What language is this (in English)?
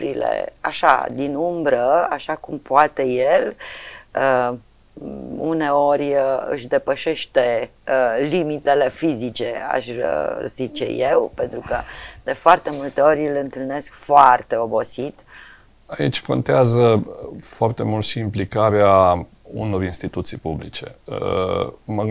Romanian